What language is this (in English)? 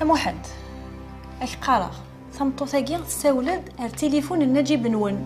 Kabyle